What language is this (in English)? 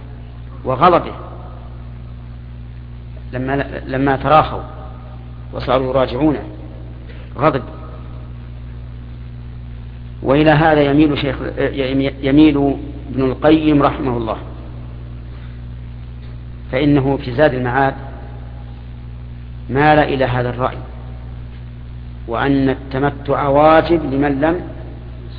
Arabic